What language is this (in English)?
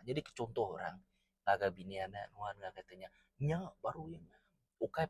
Iban